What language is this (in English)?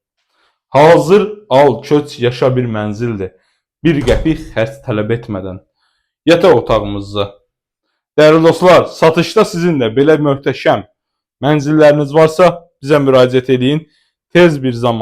Azerbaijani